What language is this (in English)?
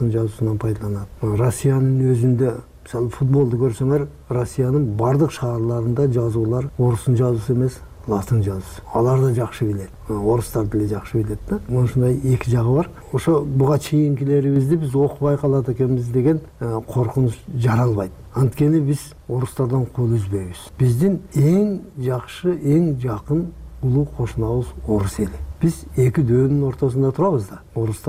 Kyrgyz